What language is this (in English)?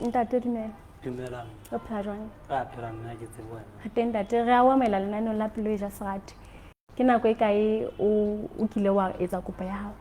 Southern Sotho